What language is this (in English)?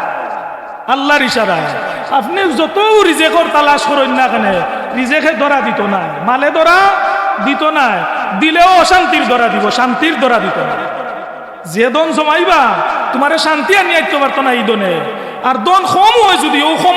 Sylheti